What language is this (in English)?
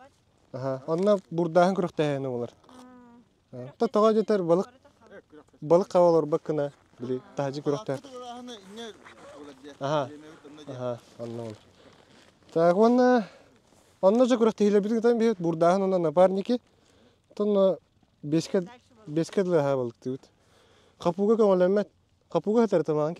Yakut